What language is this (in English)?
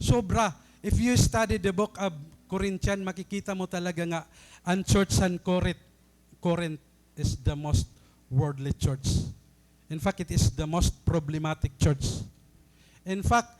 Waray